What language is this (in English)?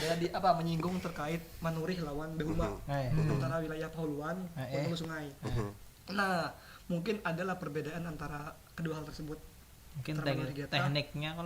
Banjar